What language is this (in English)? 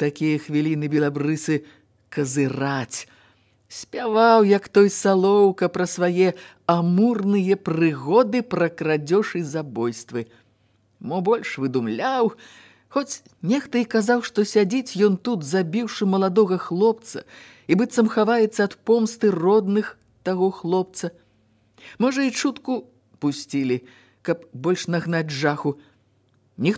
Belarusian